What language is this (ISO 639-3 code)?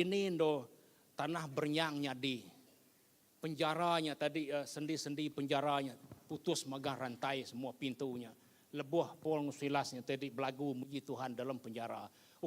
iba